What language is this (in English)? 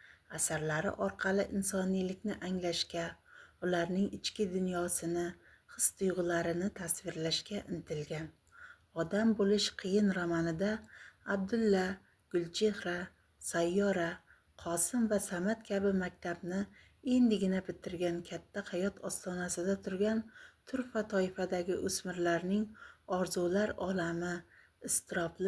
Uzbek